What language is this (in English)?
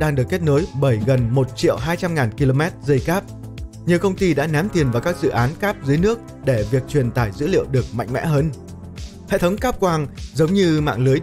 Vietnamese